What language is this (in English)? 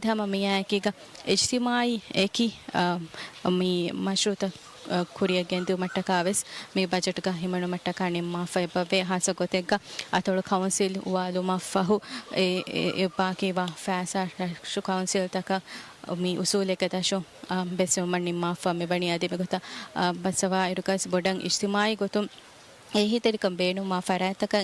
Divehi